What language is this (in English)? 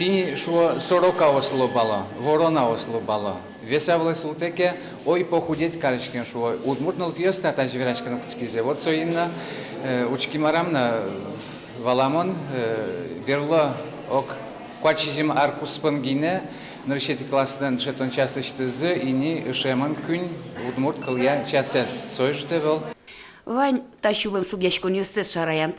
Udmurt